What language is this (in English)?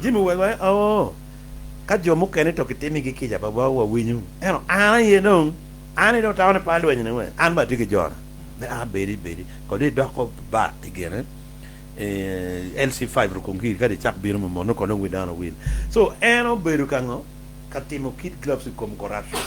Acoli